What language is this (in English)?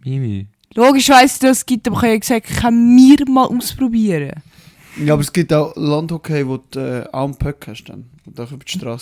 Swiss German